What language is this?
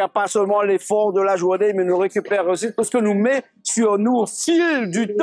Réunion Creole French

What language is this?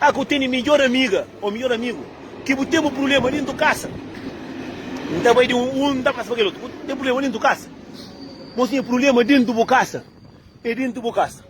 Kabuverdianu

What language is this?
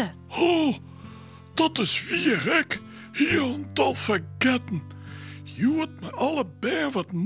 Western Frisian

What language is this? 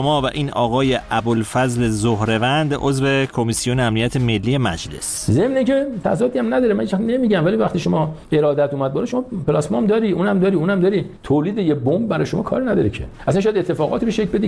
Persian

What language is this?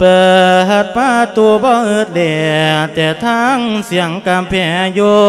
Lao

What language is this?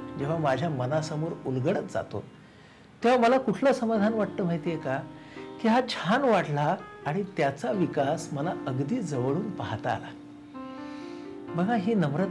Marathi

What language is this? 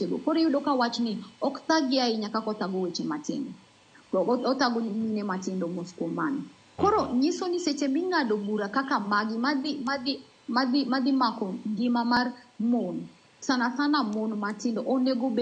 Luo (Kenya and Tanzania)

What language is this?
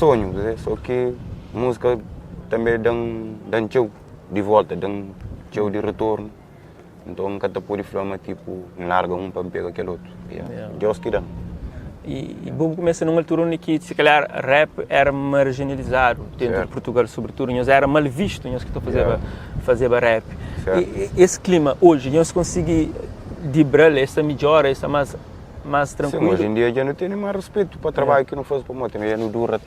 Kabuverdianu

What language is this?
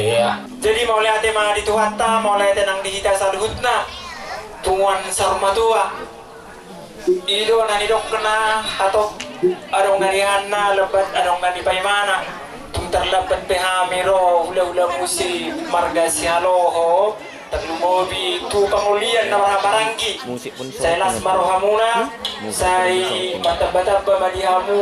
Batak Toba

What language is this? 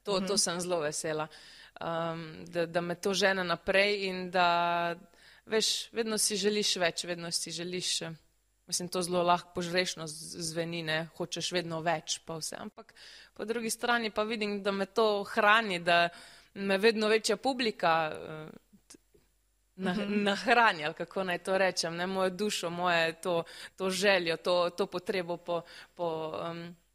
Slovenian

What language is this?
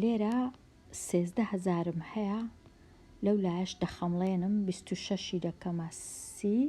Central Kurdish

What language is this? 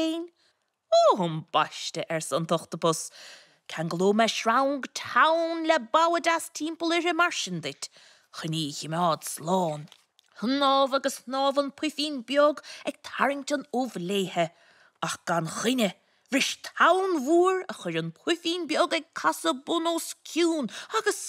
Irish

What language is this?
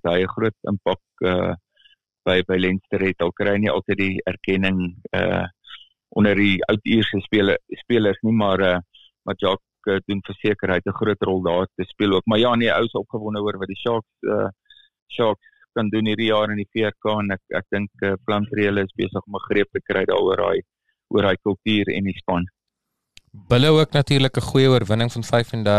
Afrikaans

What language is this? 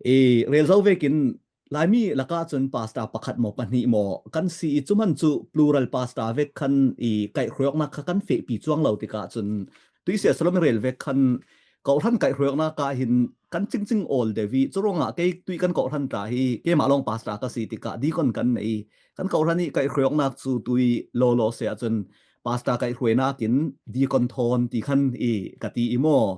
Falam Chin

